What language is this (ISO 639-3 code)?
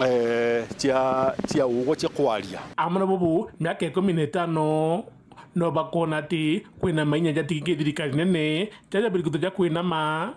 mer